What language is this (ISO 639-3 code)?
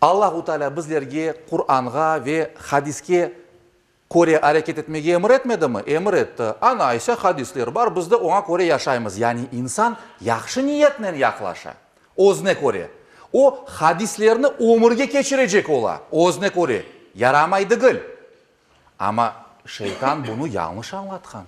crh